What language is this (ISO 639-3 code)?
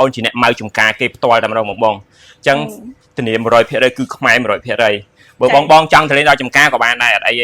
khm